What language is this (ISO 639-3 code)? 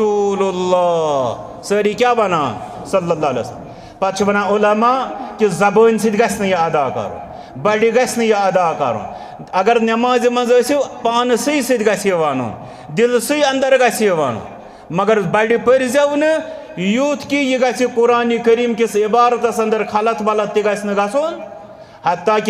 kas